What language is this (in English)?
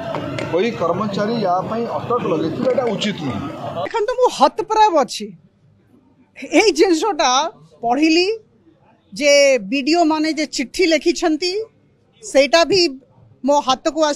Odia